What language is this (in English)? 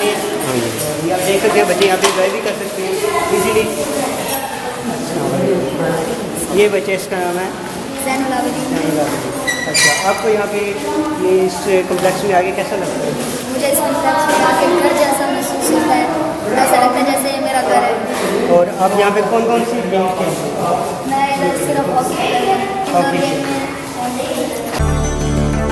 Hindi